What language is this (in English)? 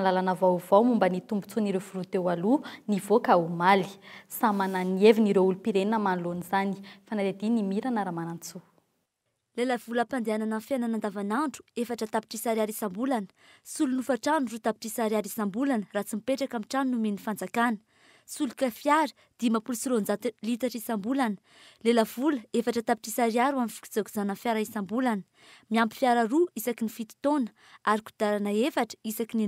Malagasy